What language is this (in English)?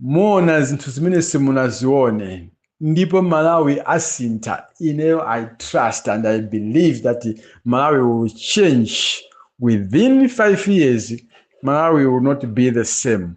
Nyanja